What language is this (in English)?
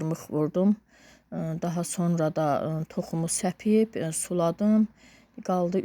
Azerbaijani